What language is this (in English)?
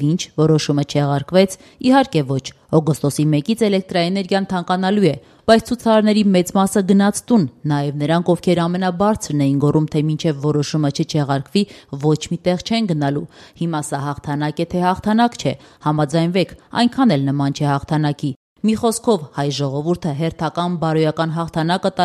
Armenian